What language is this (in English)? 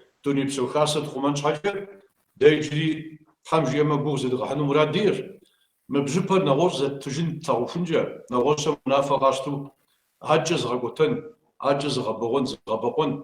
Kabardian